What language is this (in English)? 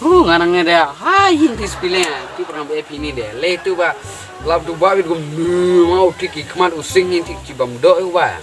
Khasi